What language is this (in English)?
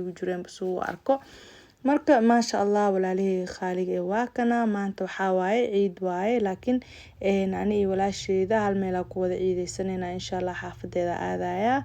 Somali